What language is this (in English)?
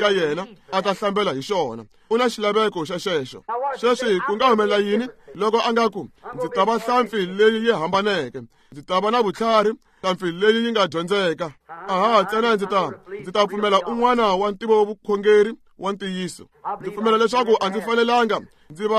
Tsonga